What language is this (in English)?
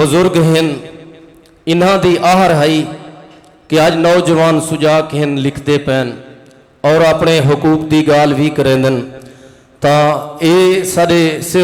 Saraiki